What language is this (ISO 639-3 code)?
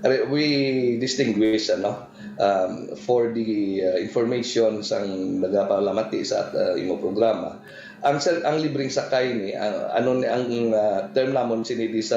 hil